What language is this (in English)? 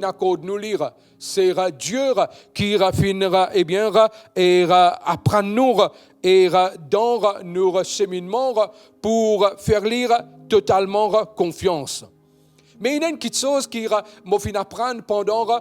Morisyen